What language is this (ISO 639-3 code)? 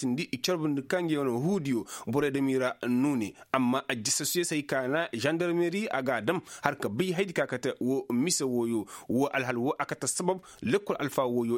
ses